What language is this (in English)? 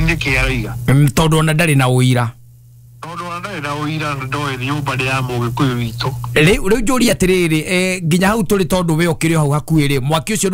Kikuyu